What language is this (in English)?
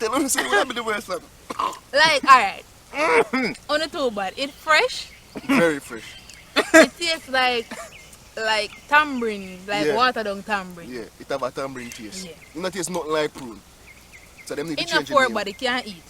Jamaican Creole English